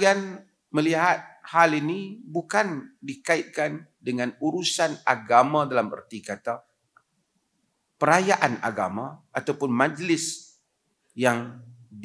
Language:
Malay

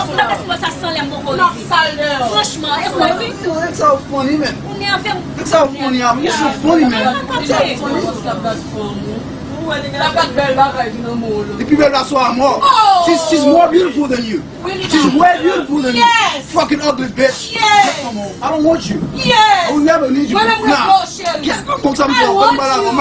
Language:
Haitian Creole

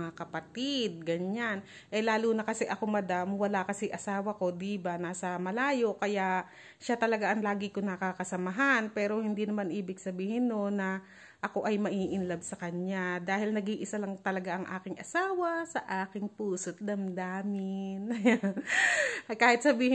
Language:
Filipino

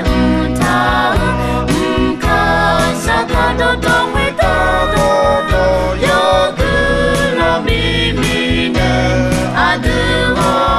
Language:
Akha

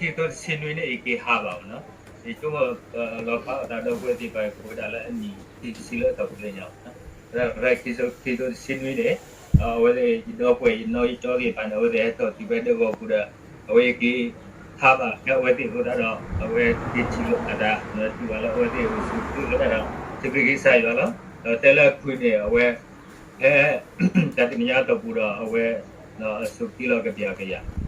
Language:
S'gaw Karen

